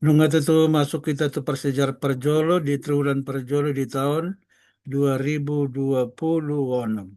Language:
Batak Toba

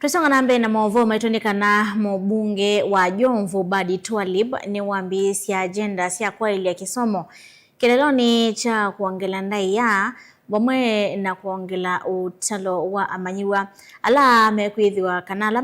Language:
Kamba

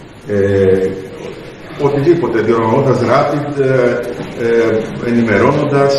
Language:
Greek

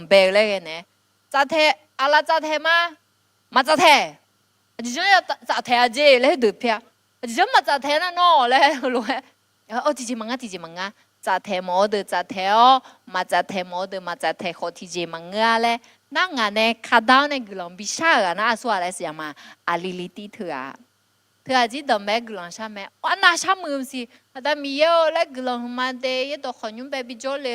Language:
Akha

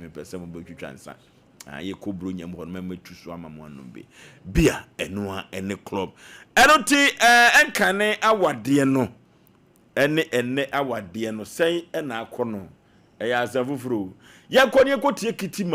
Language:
Akan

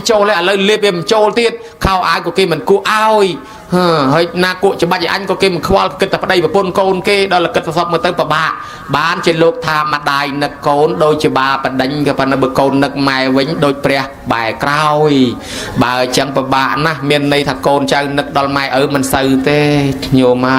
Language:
Khmer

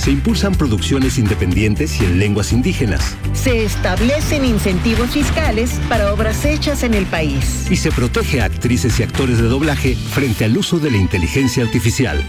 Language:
Spanish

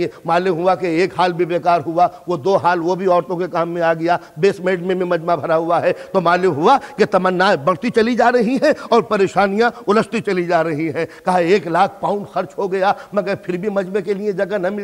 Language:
Urdu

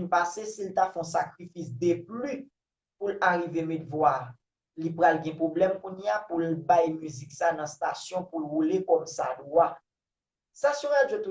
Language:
Haitian Creole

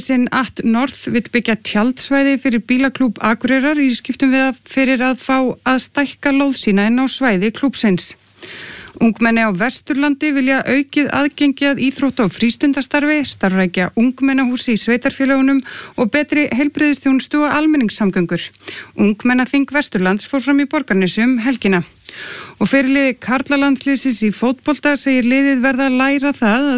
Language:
Icelandic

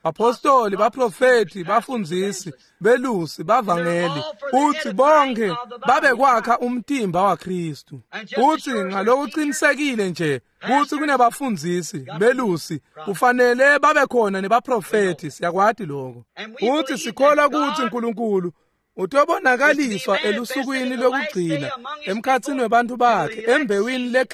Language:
Swati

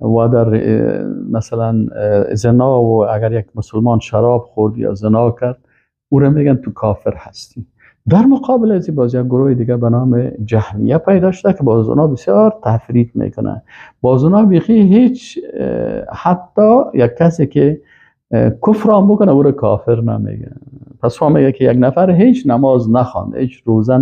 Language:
Persian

